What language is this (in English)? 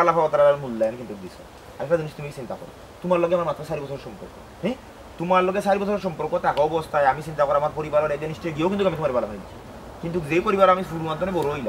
Sylheti